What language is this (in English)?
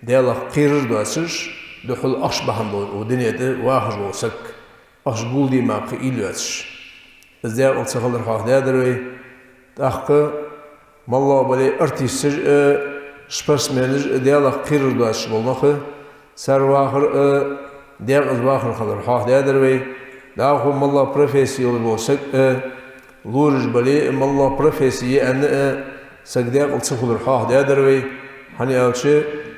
Ingush